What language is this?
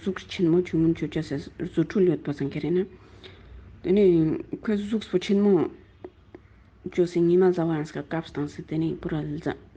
Ladakhi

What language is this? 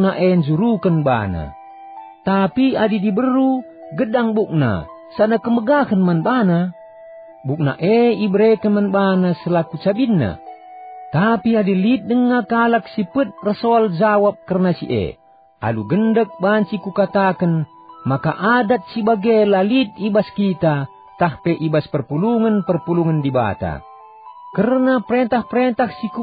Batak Karo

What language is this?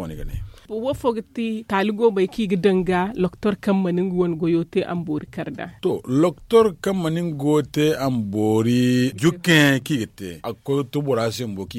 Zarma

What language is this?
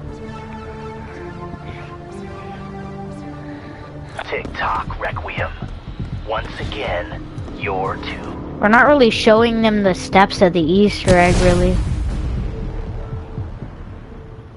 English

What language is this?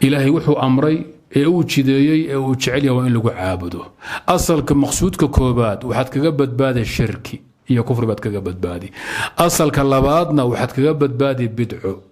Somali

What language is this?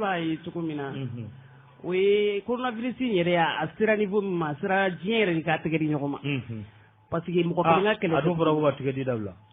Bambara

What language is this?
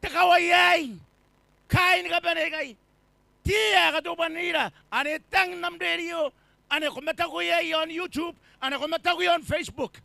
Gilbertese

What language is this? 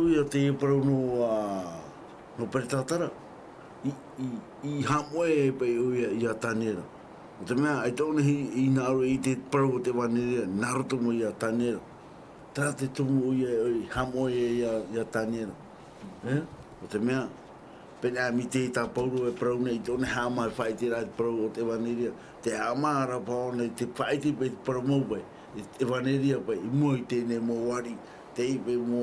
Tahitian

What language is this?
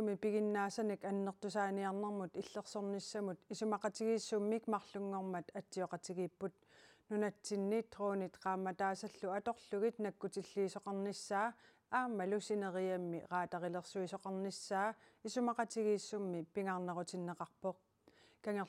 Kalaallisut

